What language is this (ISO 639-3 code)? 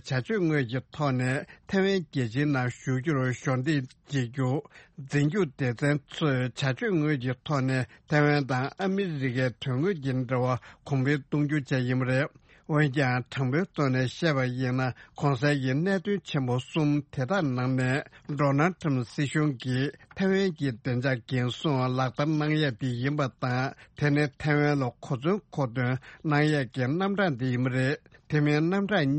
bod